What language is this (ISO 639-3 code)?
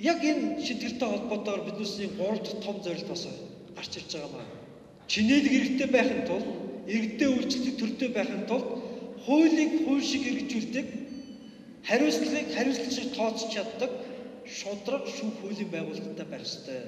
mon